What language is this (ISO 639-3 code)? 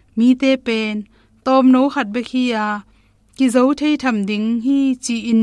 ctd